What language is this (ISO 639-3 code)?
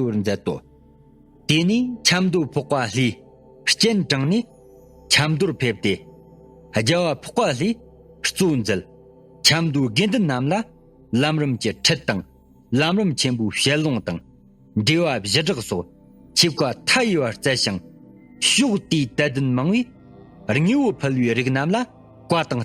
bod